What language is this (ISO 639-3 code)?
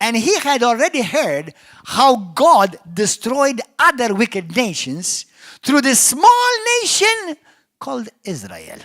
eng